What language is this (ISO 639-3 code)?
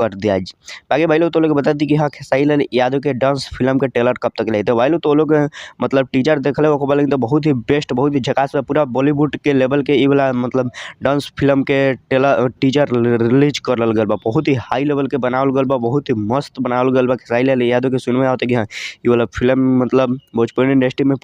bho